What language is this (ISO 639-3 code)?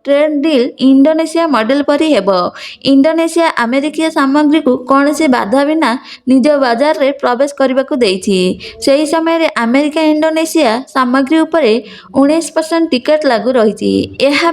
ori